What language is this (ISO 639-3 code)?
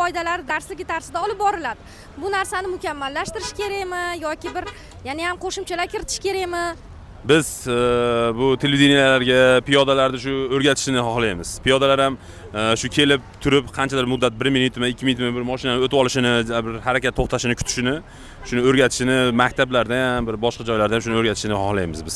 uzb